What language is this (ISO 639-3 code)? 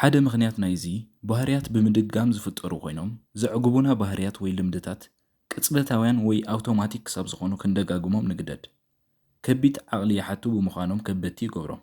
tir